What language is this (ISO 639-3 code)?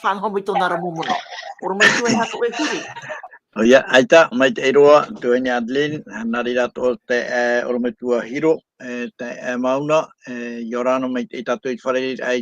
tah